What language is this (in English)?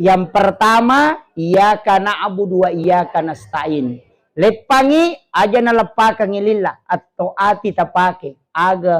Buginese